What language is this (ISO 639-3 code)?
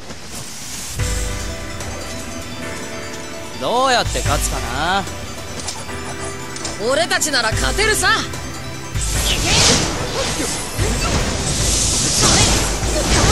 jpn